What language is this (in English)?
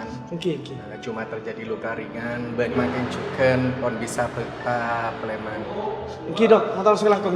Madurese